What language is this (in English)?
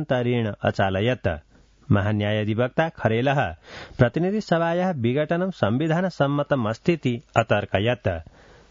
Sanskrit